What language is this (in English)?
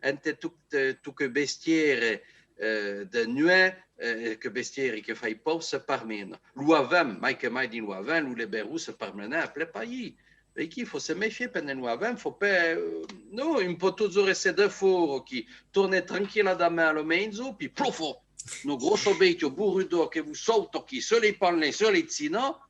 Occitan